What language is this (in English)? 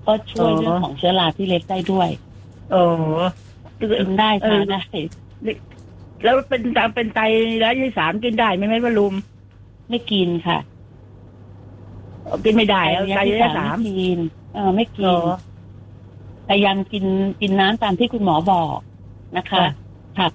Thai